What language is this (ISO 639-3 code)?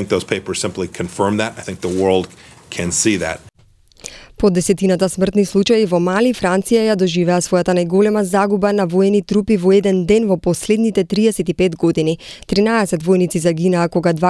mkd